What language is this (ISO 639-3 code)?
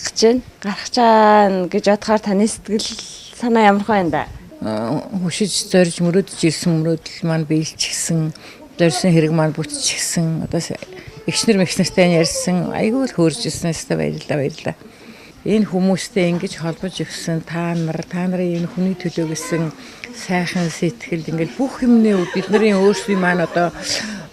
mon